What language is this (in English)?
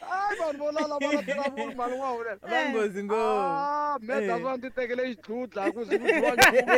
Tsonga